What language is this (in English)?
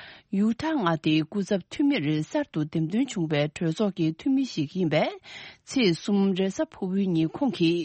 Tibetan